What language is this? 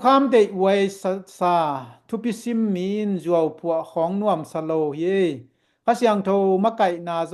Tedim Chin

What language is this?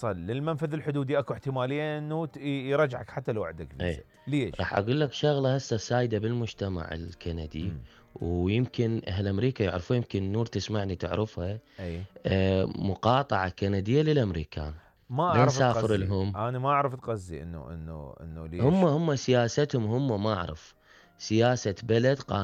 Mesopotamian Arabic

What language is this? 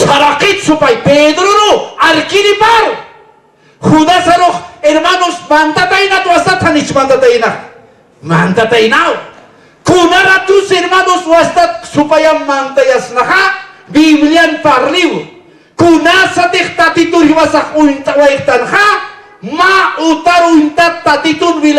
Aymara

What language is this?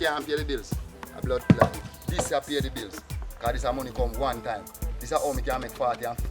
Jamaican Creole English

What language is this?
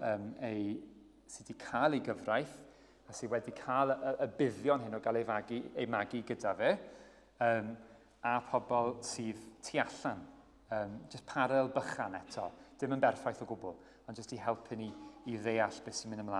Welsh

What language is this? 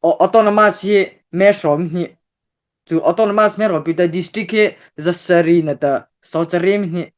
Mara Chin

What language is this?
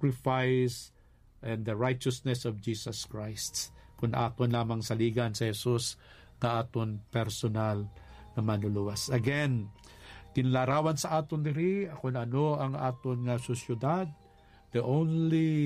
Hiligaynon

